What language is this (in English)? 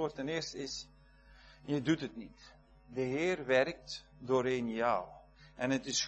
Dutch